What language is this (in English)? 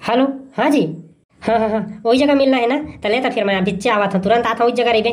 Chhattisgarhi